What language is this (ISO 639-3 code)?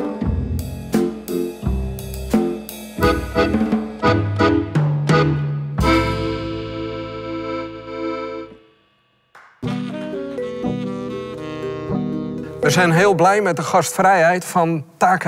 nld